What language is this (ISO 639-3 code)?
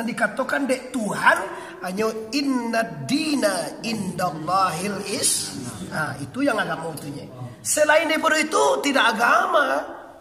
min